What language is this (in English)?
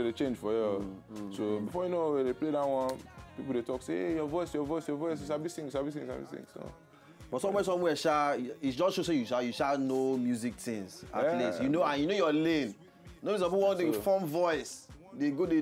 Nigerian Pidgin